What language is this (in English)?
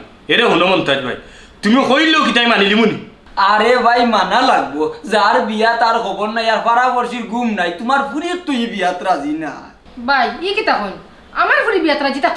Sylheti